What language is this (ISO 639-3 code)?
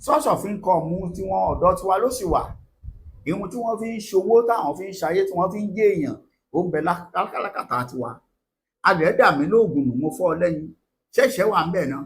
yor